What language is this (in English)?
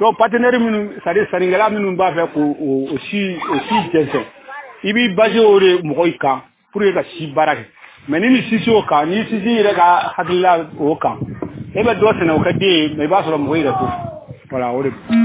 Bambara